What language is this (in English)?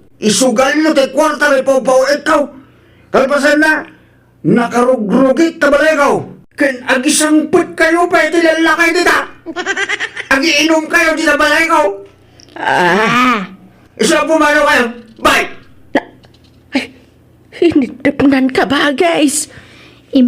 Iloko